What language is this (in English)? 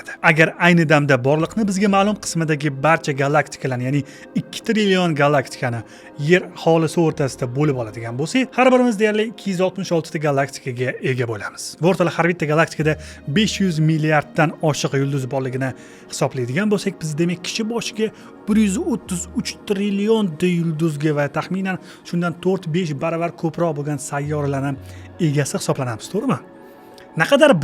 Uzbek